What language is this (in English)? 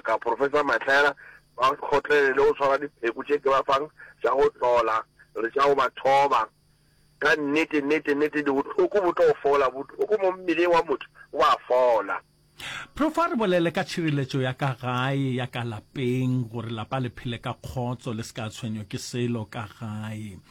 Northern Sotho